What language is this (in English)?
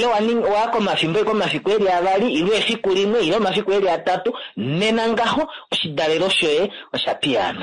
Kuanyama